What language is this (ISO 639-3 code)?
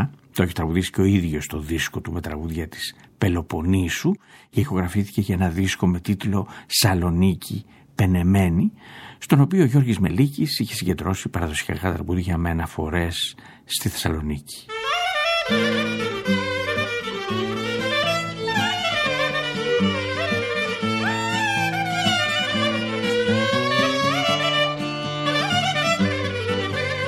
ell